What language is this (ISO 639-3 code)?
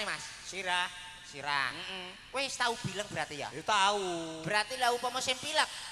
jav